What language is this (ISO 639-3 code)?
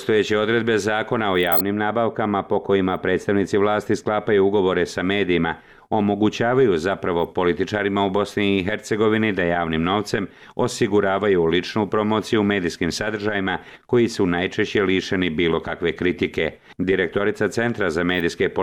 bos